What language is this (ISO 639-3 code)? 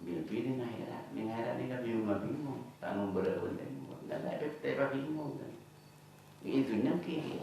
mad